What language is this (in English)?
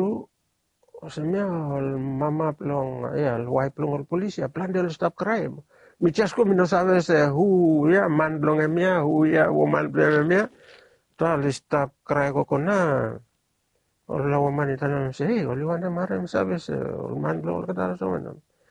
Bislama